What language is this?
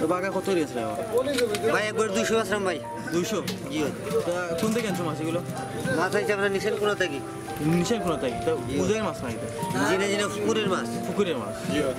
Sylheti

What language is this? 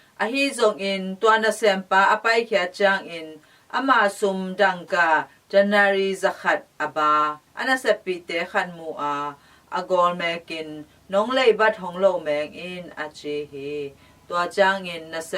Tedim Chin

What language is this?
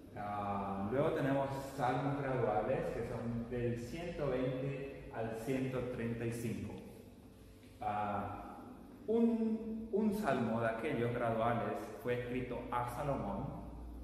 Spanish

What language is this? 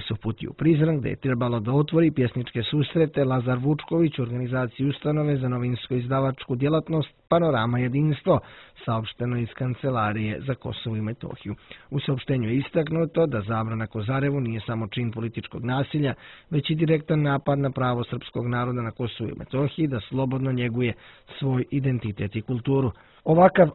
Serbian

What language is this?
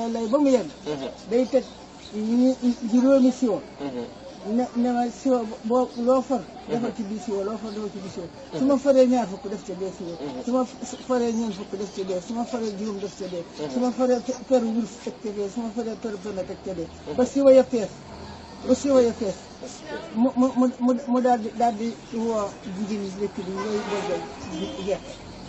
Wolof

